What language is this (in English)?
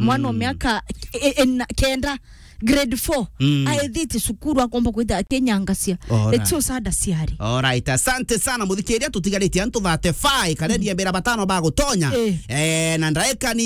Meru